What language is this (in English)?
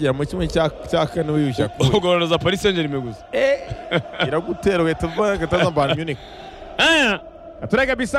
Kinyarwanda